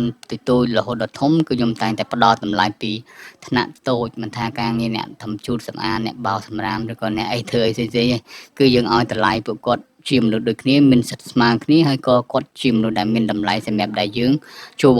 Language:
Khmer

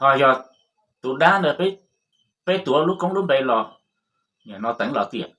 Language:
Hmong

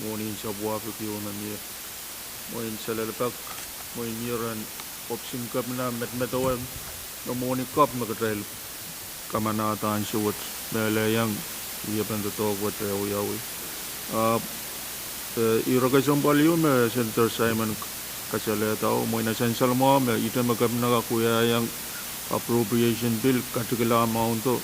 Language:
Pohnpeian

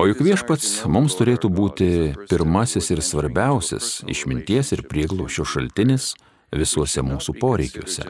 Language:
Lithuanian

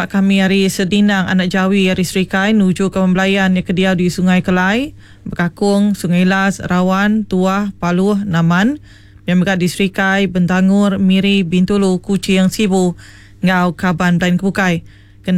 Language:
Iban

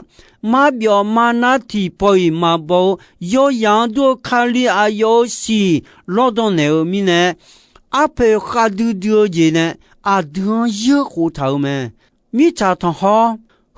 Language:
Akha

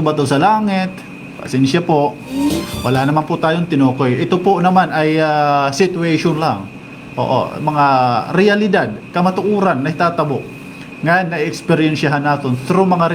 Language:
Waray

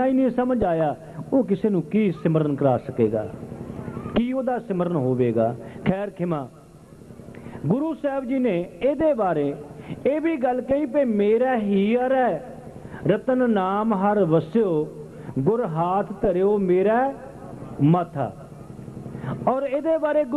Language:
Punjabi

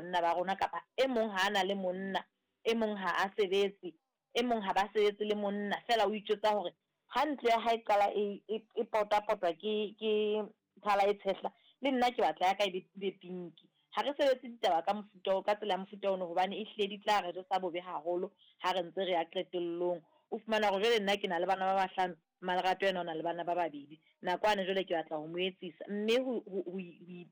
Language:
Southern Sotho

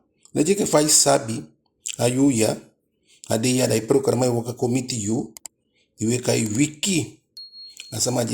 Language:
Eastern Maroon Creole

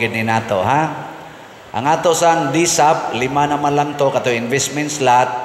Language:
Cebuano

